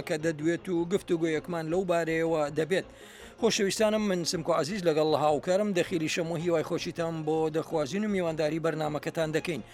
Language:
Central Kurdish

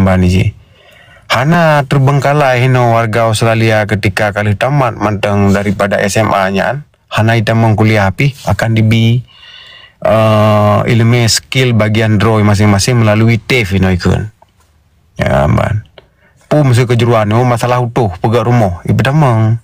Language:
Achinese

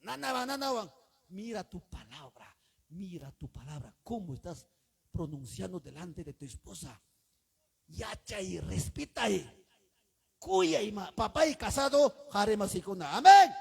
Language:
Ayacucho Quechua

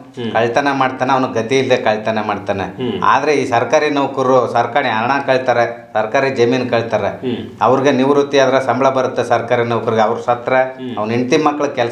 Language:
Kannada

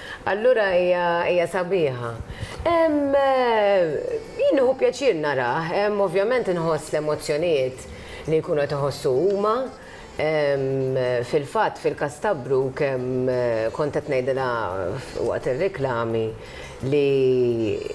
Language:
Maltese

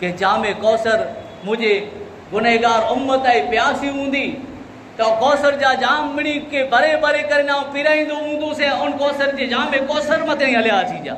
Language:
Kachhi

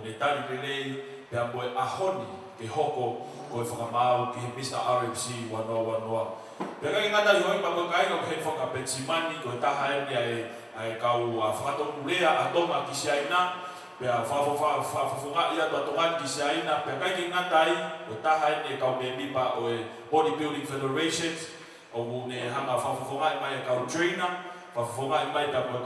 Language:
Tongan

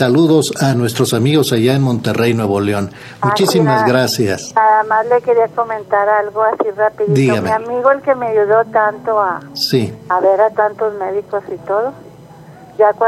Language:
Spanish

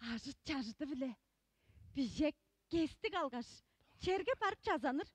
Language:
Tuvinian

